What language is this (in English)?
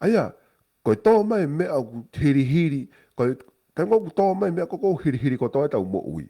Tongan